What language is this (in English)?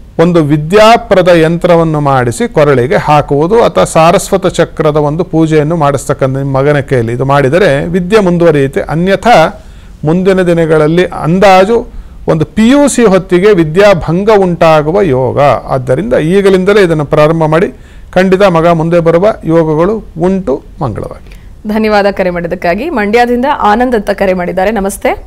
Kannada